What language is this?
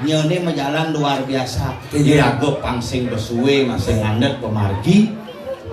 Balinese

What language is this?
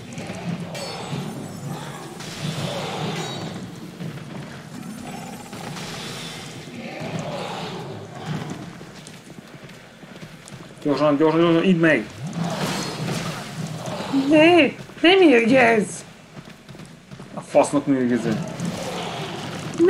Hungarian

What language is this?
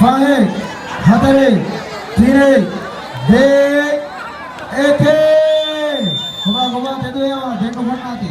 Divehi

